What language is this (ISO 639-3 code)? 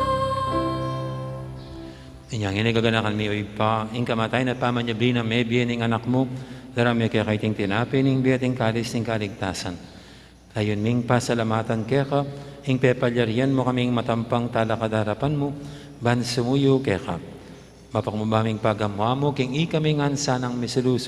pam